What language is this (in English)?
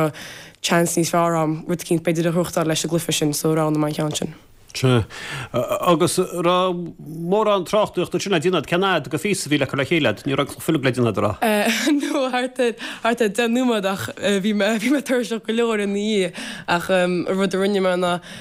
Irish